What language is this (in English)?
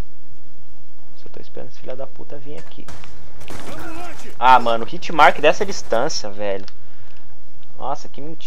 Portuguese